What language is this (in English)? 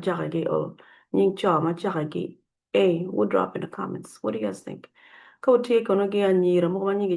Acoli